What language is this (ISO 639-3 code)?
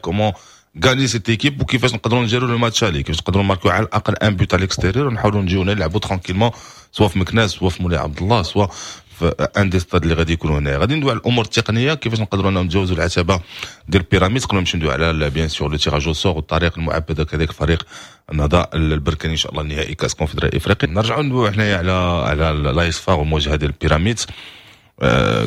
ary